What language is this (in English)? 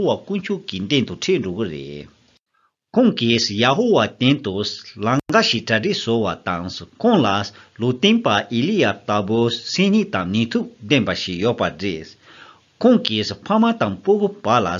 Tibetan